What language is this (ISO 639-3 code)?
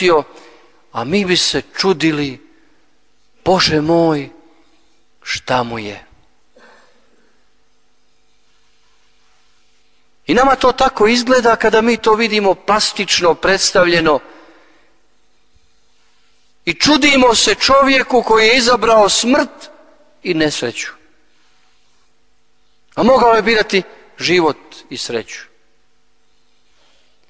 hrv